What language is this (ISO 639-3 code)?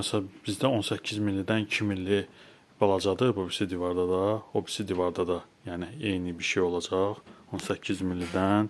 aze